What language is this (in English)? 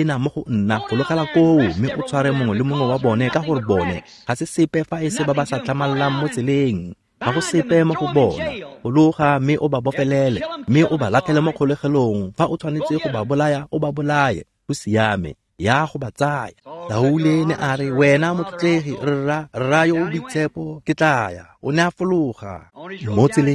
Tswana